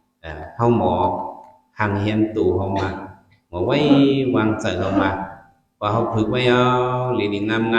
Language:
Shan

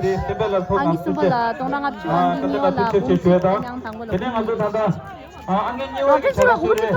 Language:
Tibetan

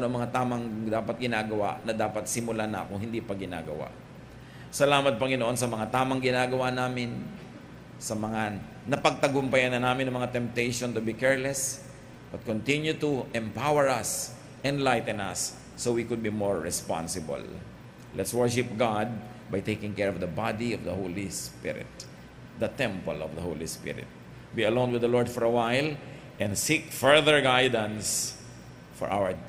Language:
Filipino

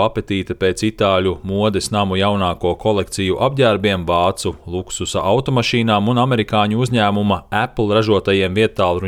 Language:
Latvian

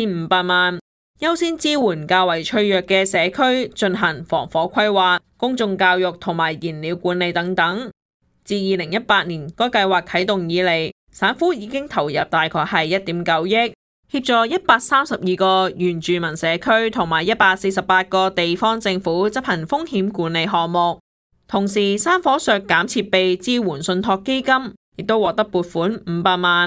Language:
Cantonese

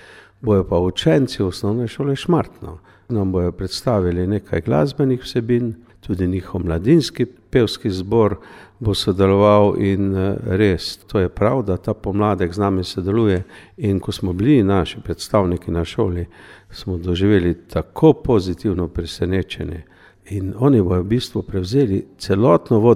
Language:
Slovenian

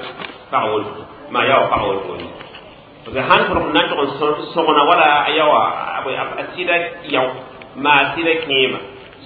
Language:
Mossi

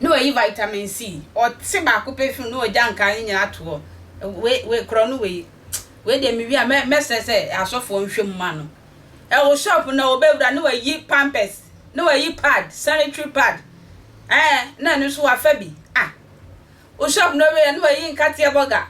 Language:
Akan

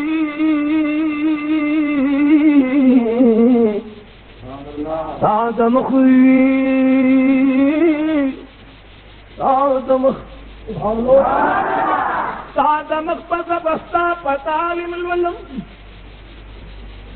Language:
Pashto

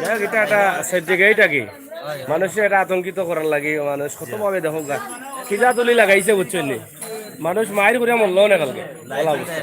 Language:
Sylheti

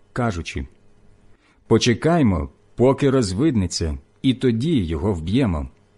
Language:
Ukrainian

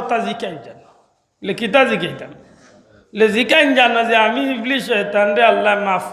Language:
Sylheti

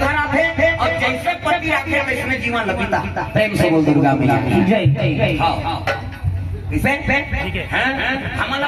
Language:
Chhattisgarhi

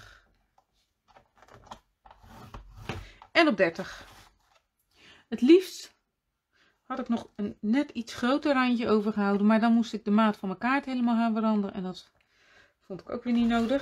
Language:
Dutch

